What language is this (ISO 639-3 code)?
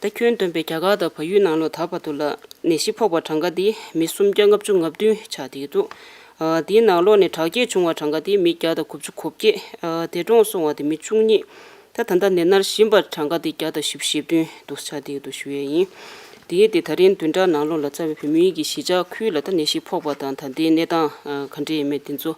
bod